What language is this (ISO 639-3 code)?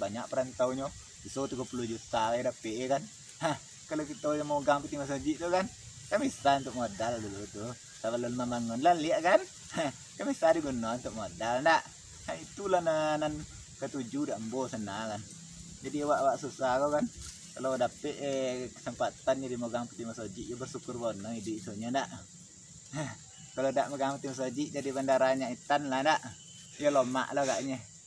min